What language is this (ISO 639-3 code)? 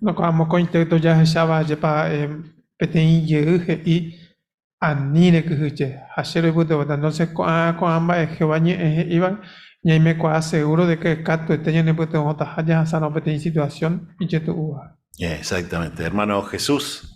grn